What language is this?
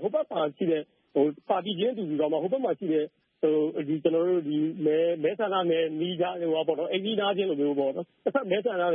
Burmese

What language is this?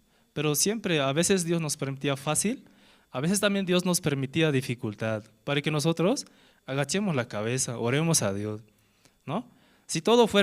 Aymara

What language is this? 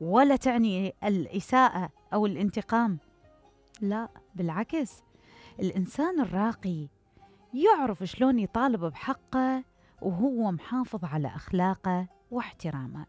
Mesopotamian Arabic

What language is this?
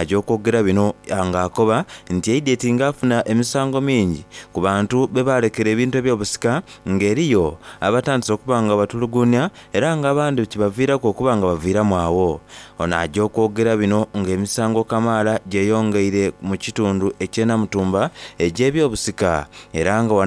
Soga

